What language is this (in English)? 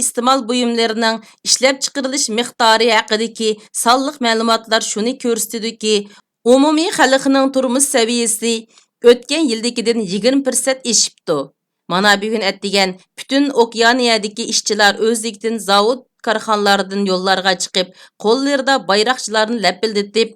Uyghur